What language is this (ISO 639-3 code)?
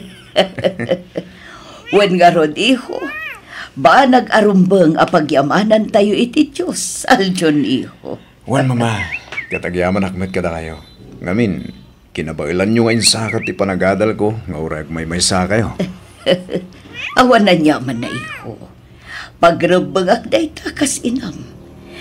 ilo